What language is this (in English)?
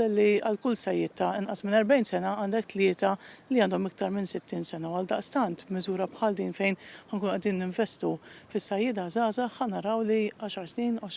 Maltese